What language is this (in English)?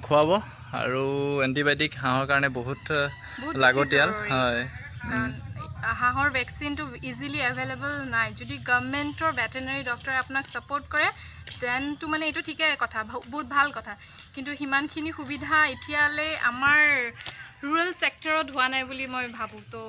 Assamese